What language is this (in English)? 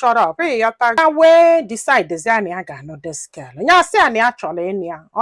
Igbo